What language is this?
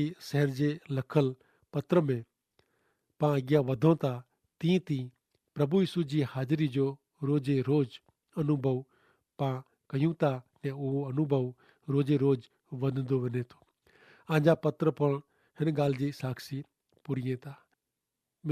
Kachhi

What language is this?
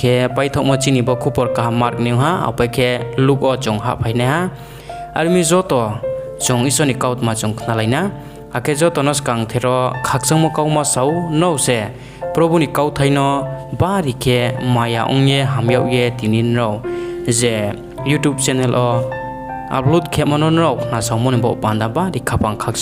Riang (India)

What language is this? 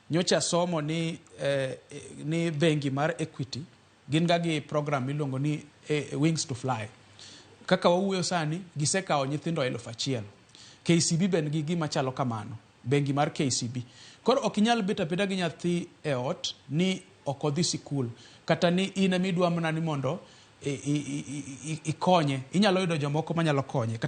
Luo (Kenya and Tanzania)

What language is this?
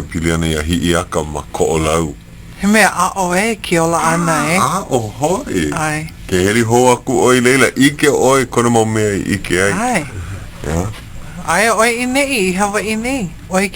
Hawaiian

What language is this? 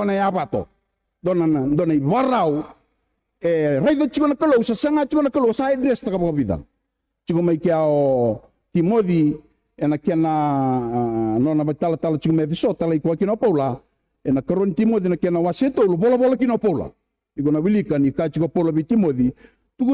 Fijian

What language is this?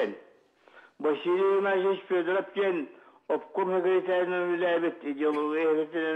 Yakut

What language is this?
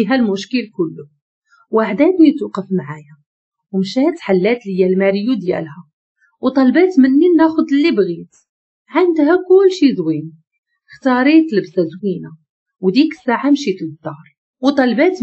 Moroccan Arabic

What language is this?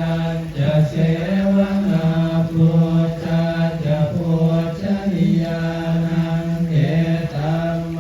Pali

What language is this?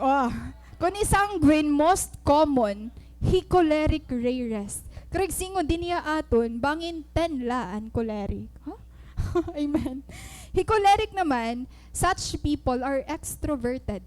Waray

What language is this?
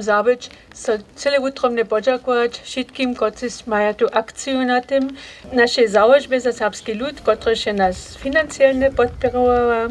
Upper Sorbian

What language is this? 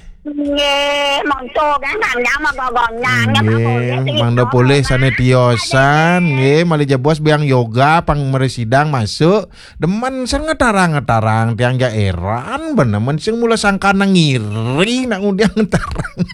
Balinese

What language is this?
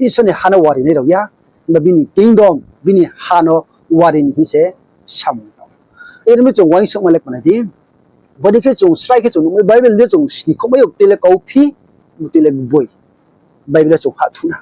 Riang (India)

